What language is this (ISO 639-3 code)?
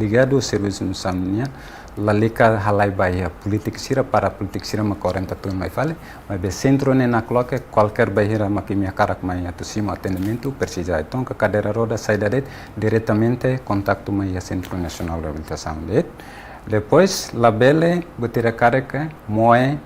tet